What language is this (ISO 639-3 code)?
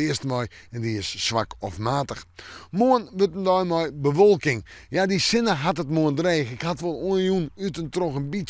fry